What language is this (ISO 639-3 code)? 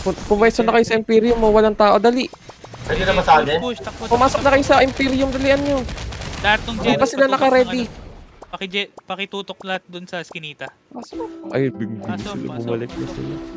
fil